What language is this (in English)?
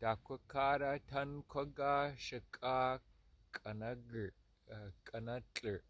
Southern Tutchone